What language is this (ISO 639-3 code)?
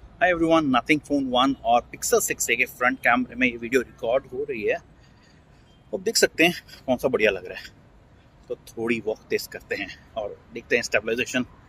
hin